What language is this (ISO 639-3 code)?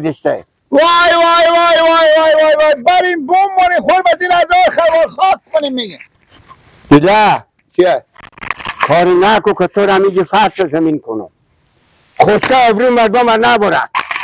fas